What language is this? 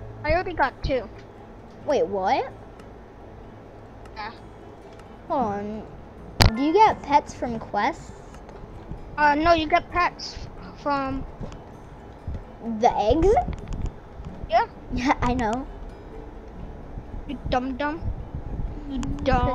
English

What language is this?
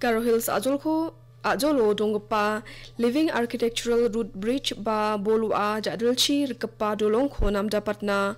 Garo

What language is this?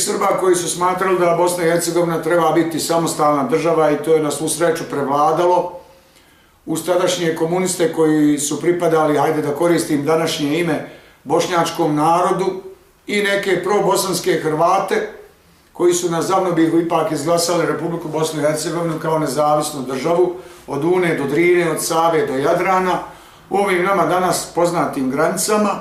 Bosnian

